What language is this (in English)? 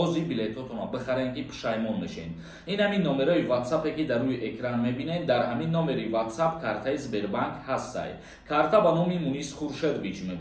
Tajik